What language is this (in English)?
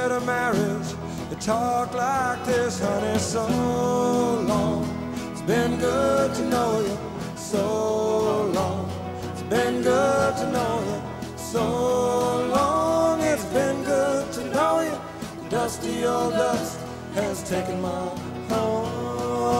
English